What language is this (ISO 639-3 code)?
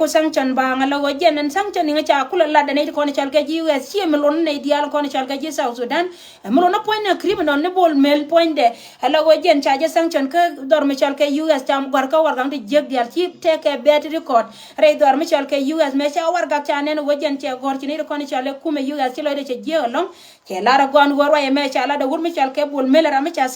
nus